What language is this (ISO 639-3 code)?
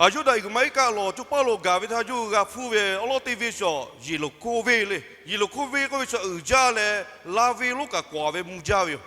lhu